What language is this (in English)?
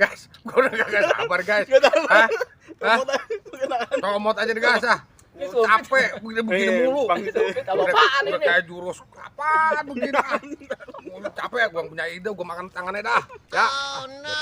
Betawi